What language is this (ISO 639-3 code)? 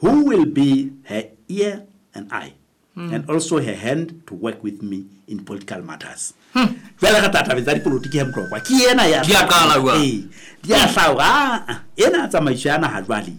sot